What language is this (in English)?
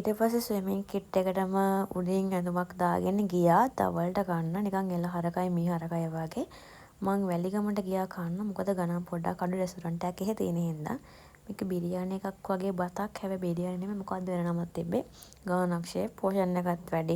Sinhala